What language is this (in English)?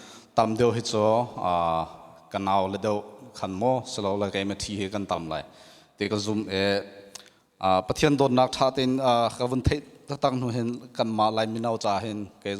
Hakha Chin